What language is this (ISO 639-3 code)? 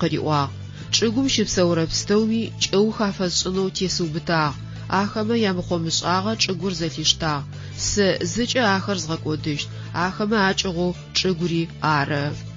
ady